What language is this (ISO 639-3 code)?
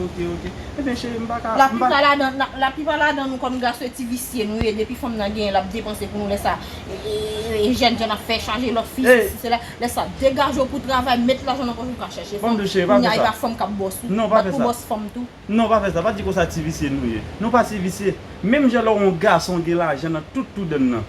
hat